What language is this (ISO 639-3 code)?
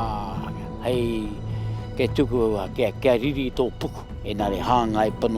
mri